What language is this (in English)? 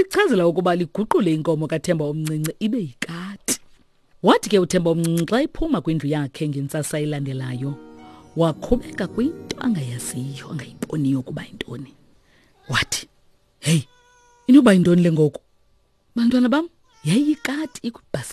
Xhosa